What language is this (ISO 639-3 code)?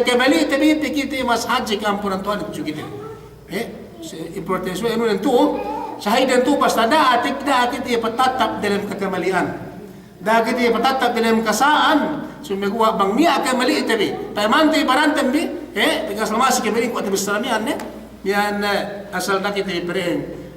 yka